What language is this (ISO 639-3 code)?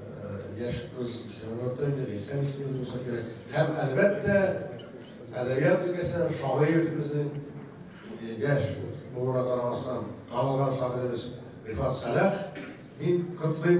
tat